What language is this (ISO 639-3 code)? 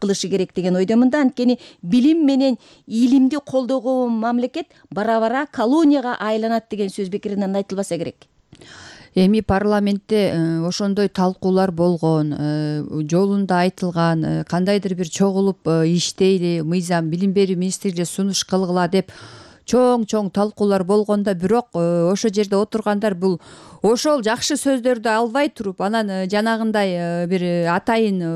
kir